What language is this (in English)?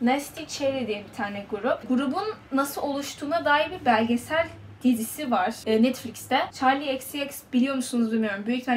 Turkish